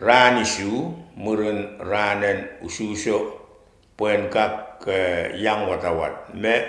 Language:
Pohnpeian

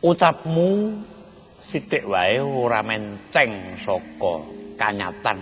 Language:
Javanese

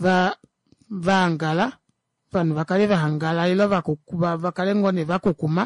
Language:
Kuanyama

